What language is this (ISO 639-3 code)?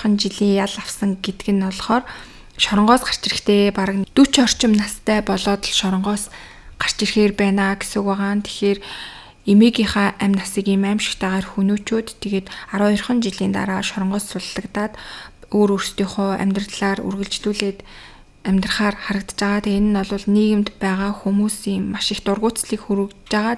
mon